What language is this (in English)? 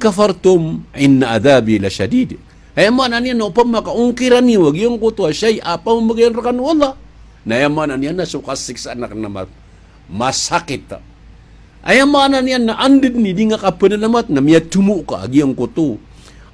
Maranao